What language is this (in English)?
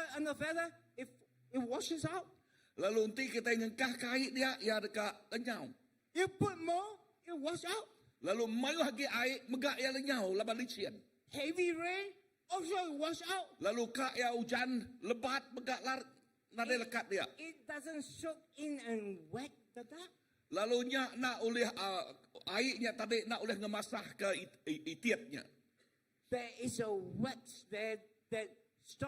Iban